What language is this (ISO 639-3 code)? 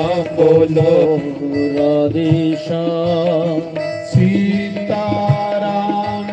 doi